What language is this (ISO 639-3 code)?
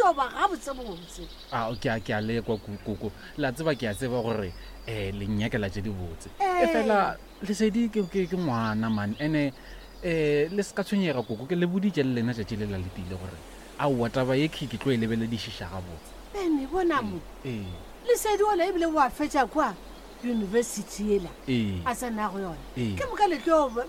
nso